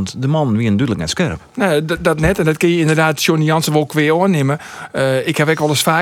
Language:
Western Frisian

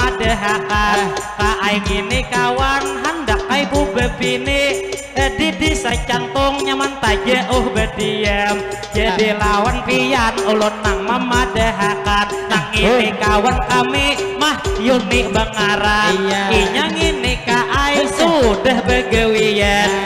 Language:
Banjar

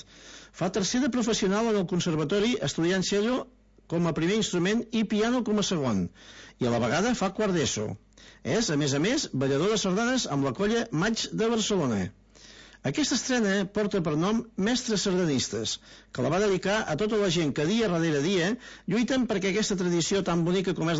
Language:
Catalan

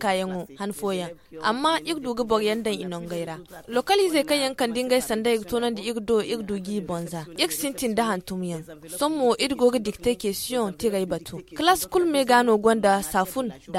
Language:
Zarma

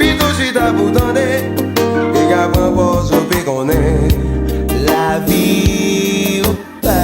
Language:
Haitian Creole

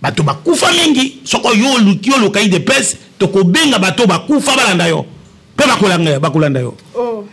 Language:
Lingala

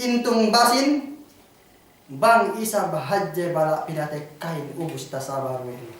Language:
Yakan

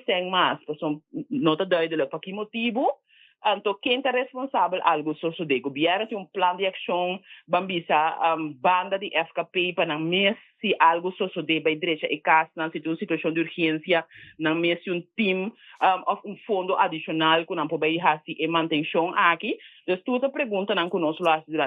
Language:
Papiamento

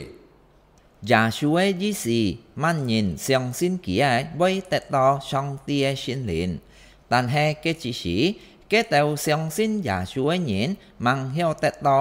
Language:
Hakka Chinese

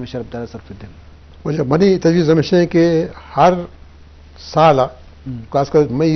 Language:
Eastern Balochi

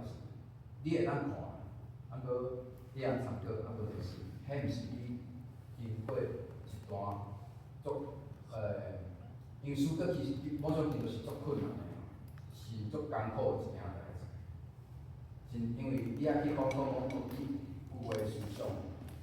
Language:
Min Nan Chinese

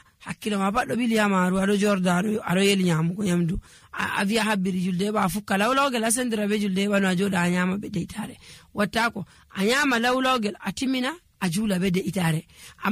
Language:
Nigerian Fulfulde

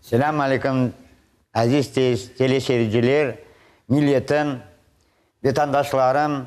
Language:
Crimean Tatar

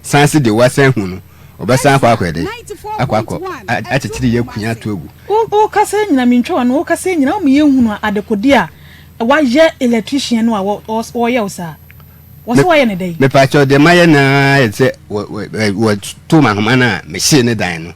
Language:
Akan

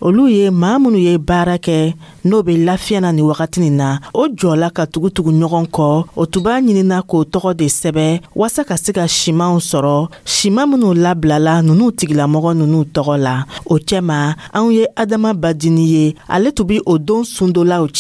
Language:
Dyula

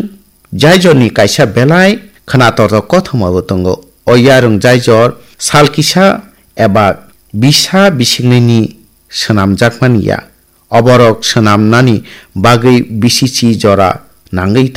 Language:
Kok Borok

